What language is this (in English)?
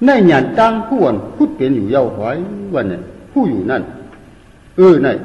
Shan